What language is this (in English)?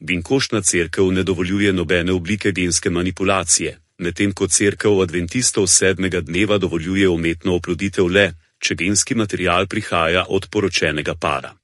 Slovenian